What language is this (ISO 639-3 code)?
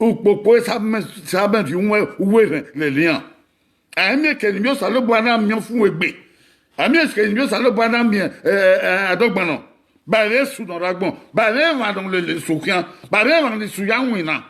bin